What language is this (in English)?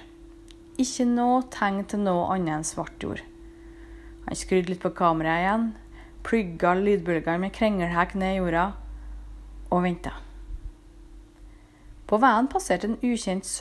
Norwegian